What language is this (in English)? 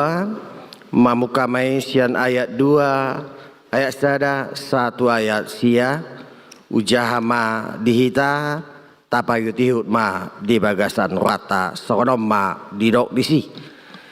Batak Toba